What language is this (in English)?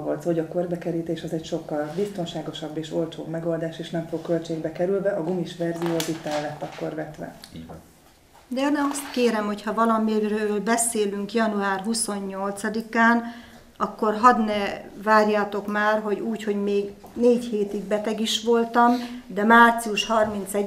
Hungarian